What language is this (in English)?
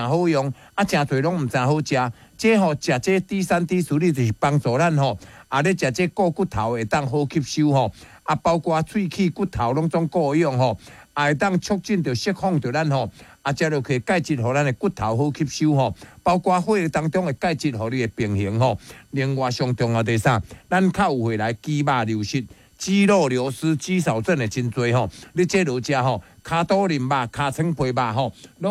Min Nan Chinese